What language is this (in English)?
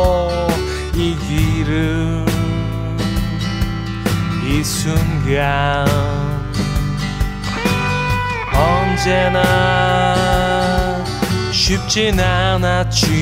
Korean